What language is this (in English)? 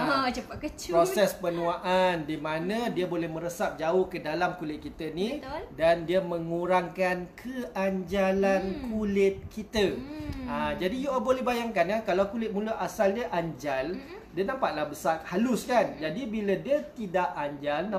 Malay